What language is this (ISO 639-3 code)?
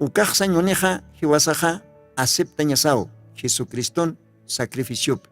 aym